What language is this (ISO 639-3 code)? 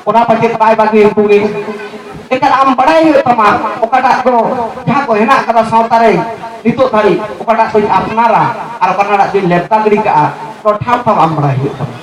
sat